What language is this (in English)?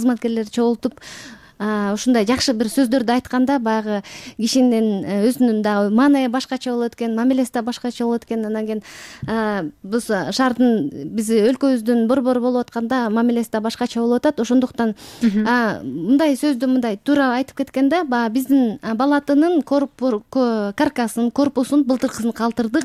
Kyrgyz